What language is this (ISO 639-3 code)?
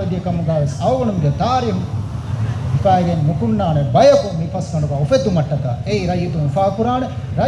div